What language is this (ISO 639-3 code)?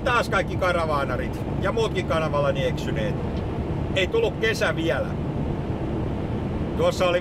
fin